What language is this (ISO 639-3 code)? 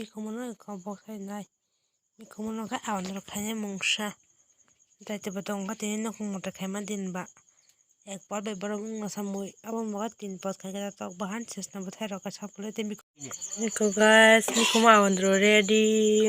trp